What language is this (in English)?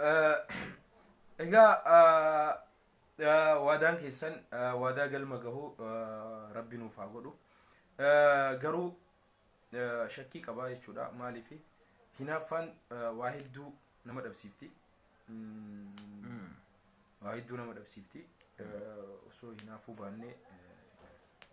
Oromo